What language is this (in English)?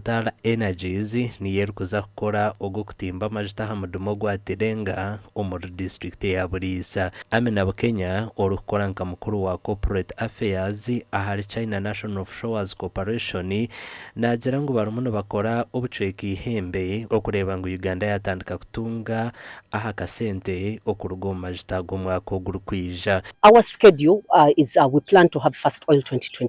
Nyankole